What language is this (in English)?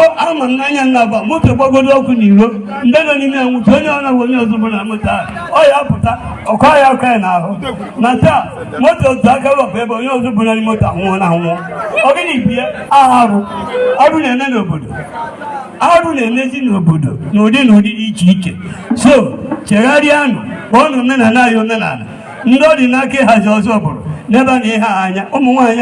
Igbo